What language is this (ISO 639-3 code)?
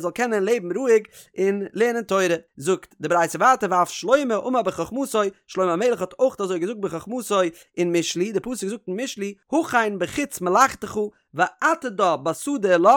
yid